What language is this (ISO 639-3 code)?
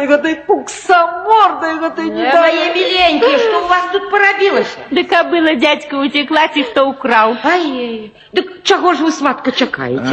bel